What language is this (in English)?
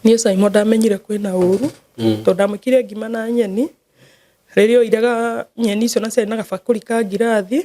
Kikuyu